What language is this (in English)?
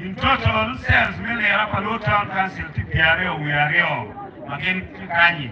Acoli